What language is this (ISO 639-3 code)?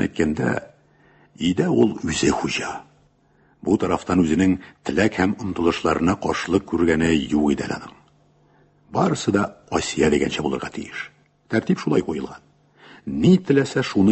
tat